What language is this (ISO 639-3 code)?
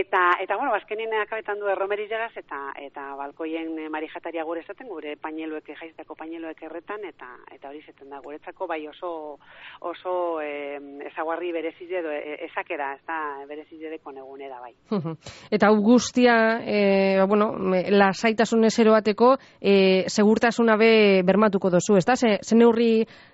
eus